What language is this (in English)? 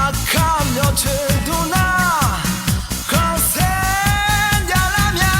Akha